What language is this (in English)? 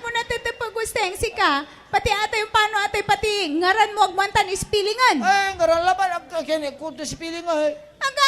Pangasinan